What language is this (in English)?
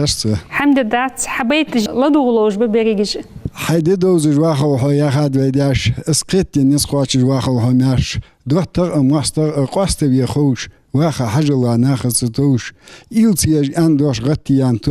Ingush